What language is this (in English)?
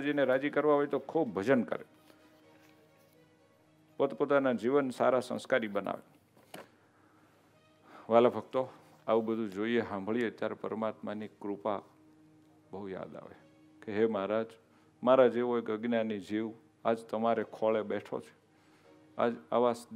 Gujarati